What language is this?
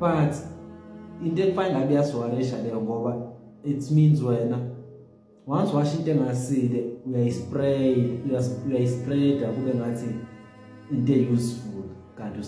Zulu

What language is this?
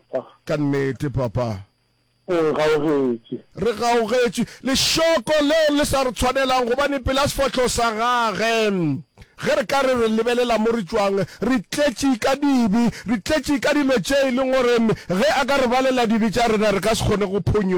Northern Sotho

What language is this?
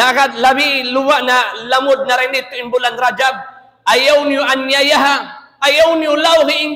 Tausug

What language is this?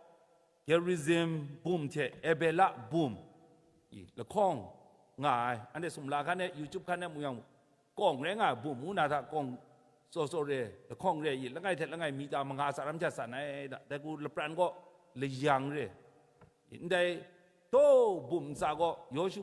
Kachin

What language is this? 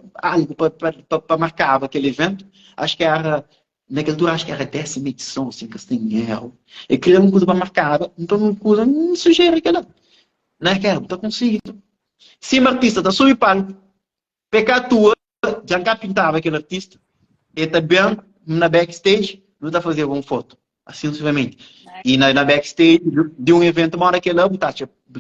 Kabuverdianu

